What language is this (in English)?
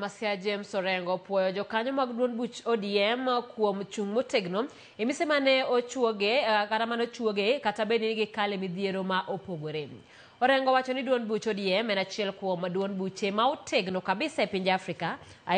Luo (Kenya and Tanzania)